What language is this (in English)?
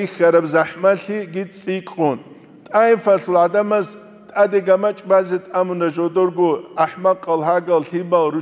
Avaric